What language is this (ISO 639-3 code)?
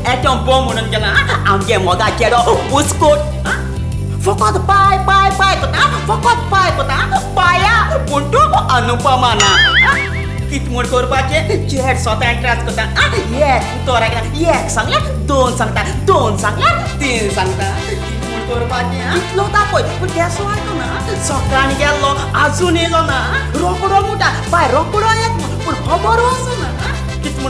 kok